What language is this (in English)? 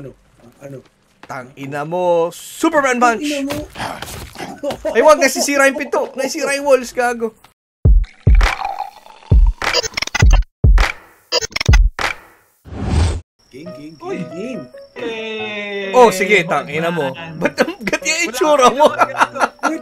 Filipino